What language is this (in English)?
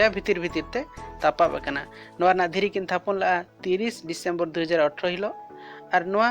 Santali